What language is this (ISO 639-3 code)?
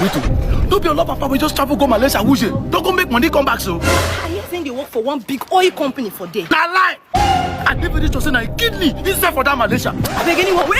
pcm